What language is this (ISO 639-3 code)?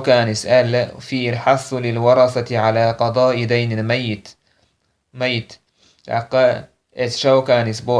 che